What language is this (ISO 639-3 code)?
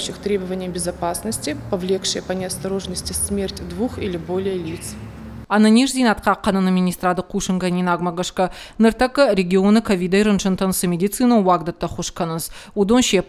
oss